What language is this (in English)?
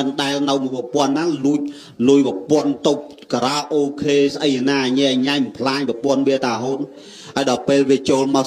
Khmer